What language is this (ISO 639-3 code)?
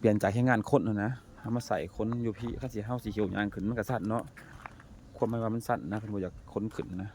lao